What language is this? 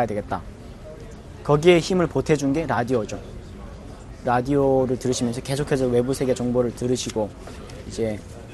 Korean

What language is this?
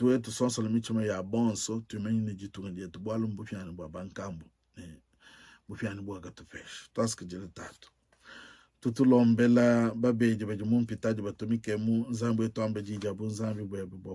Luba-Lulua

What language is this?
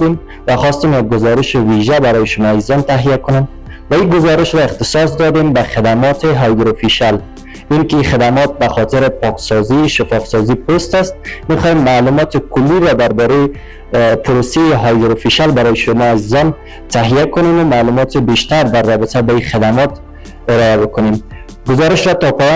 Persian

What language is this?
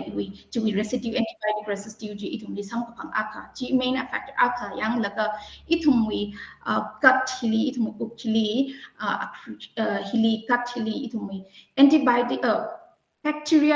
Tangkhul Naga (India)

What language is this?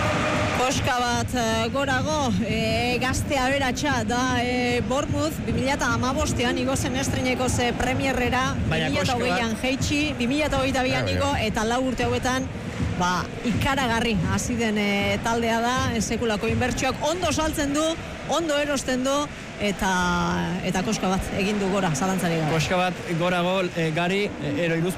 Basque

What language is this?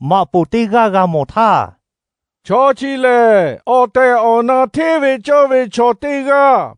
Lahu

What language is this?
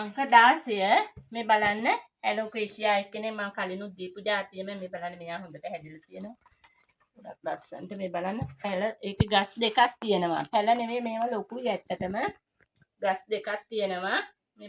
Sinhala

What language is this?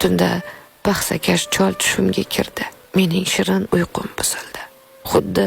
Uzbek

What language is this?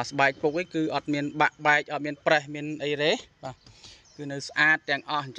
Khmer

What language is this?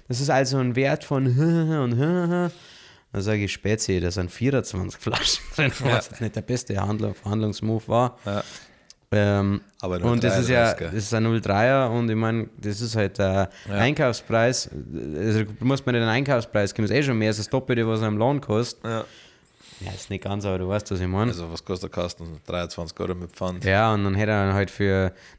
Bavarian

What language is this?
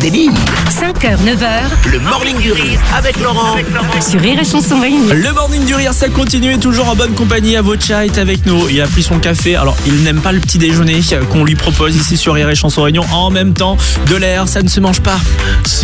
French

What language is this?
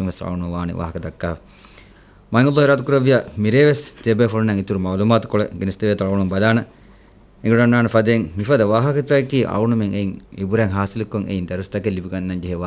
Divehi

